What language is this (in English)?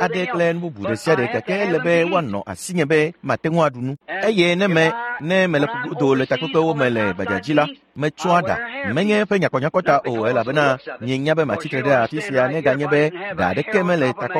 Ewe